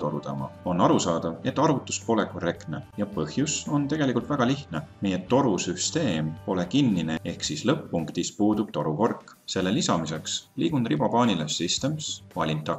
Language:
Estonian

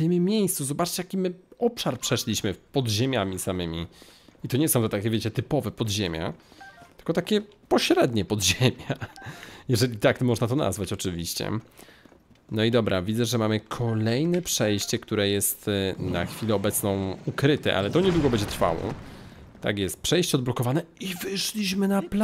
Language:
Polish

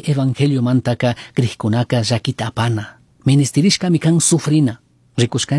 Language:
Chimborazo Highland Quichua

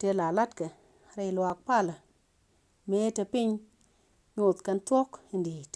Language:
Nuer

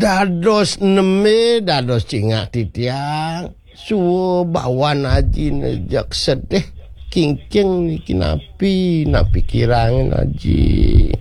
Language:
Balinese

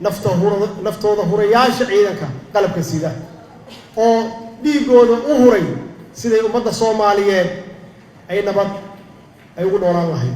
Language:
Somali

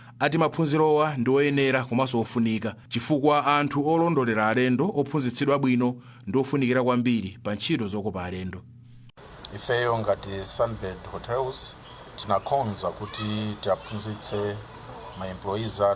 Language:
Nyanja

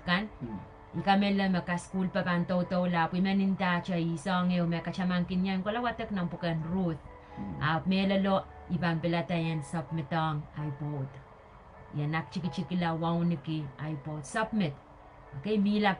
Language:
Pohnpeian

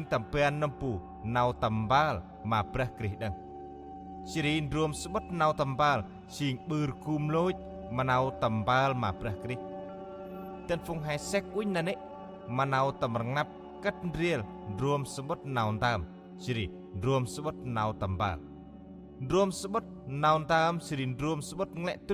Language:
Central Mnong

